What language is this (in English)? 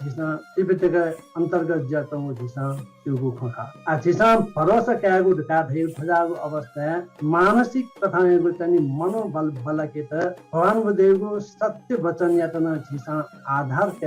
Newari